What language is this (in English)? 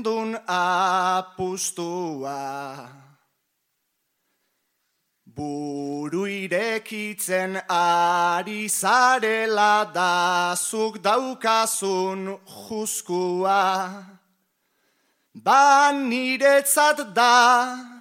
Basque